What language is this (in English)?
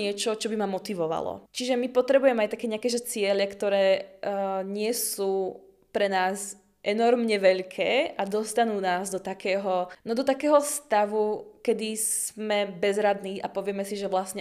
Slovak